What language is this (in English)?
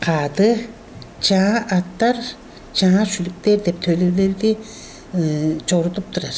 Tuvinian